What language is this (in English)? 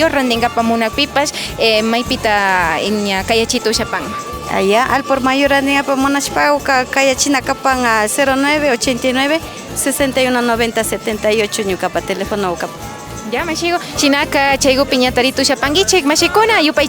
Imbabura Highland Quichua